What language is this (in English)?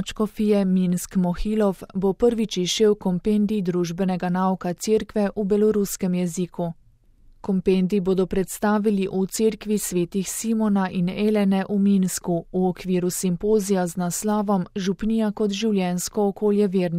Slovenian